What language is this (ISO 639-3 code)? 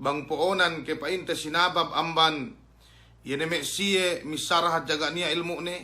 yka